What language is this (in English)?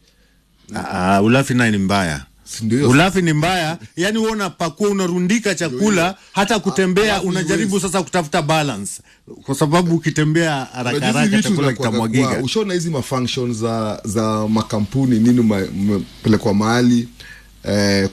Swahili